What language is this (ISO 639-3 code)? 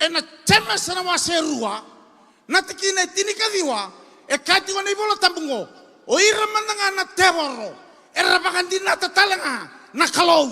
fij